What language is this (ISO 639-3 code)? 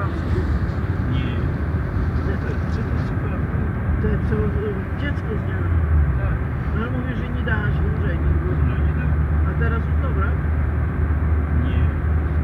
pol